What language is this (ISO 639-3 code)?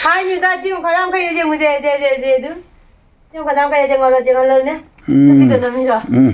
mni